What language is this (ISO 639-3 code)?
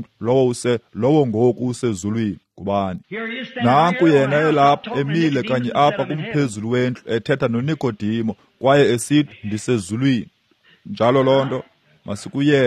xho